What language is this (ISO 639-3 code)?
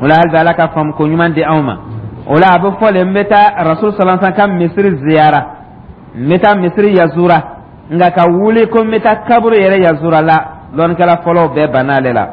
dyu